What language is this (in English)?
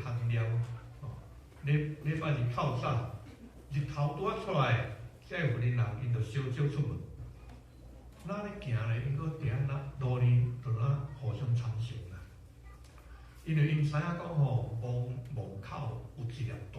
Min Nan Chinese